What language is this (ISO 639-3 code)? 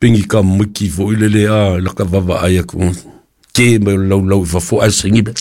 smo